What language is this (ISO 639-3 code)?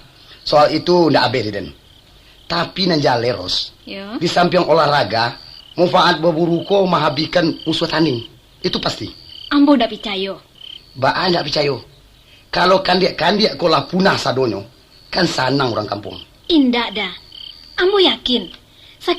min